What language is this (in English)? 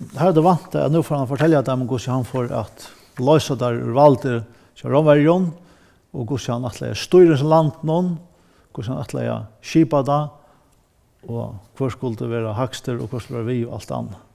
Faroese